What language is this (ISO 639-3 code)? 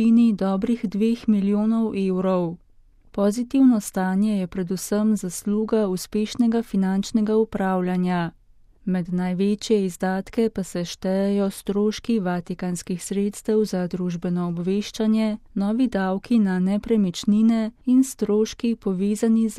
slv